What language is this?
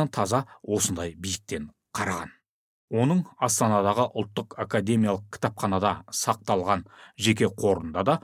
Kazakh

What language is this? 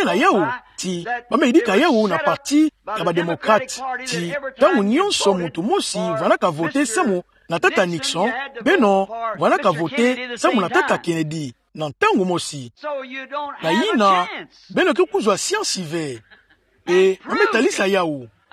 Kituba (Democratic Republic of Congo)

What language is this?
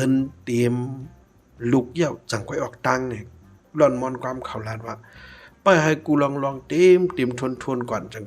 Shan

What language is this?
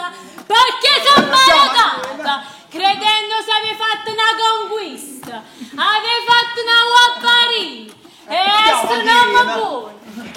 Neapolitan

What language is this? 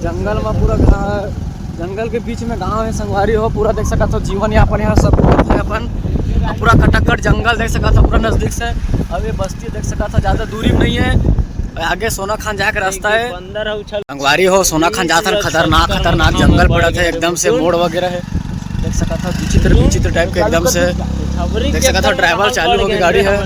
Chhattisgarhi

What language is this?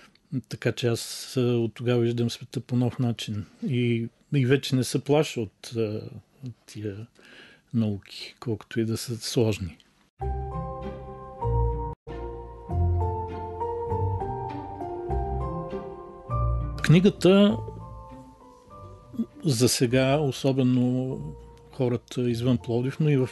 Bulgarian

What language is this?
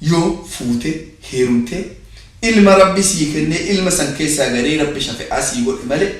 Oromo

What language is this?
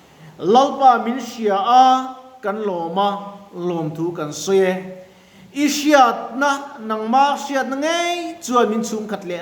Mizo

